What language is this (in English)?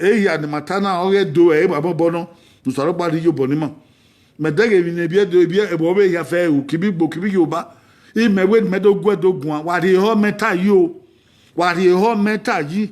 Bini